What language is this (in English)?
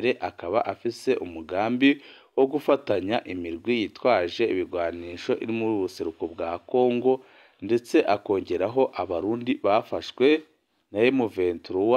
Rundi